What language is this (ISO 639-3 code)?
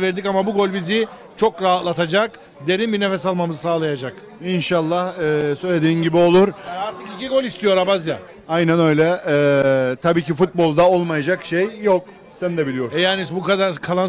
tur